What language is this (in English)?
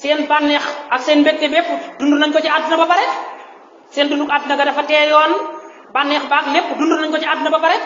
Wolof